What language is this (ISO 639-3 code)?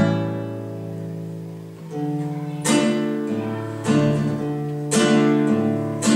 hun